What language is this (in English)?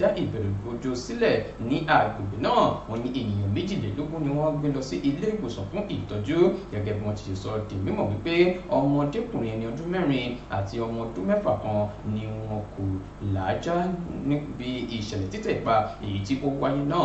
Yoruba